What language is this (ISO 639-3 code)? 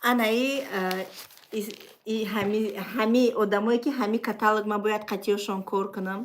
tgk